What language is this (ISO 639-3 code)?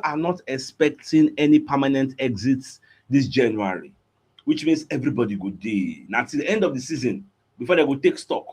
pcm